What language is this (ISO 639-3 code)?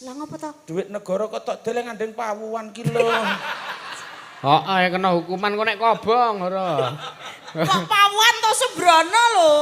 jav